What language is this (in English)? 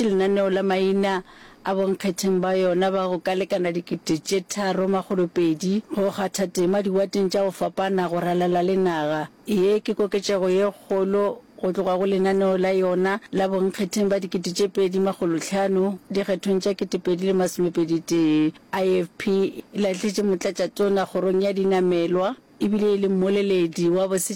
Northern Sotho